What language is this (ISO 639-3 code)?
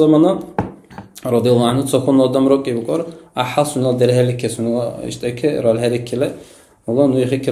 dar